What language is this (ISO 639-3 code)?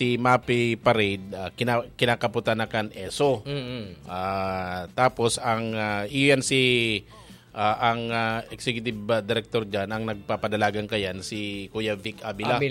bik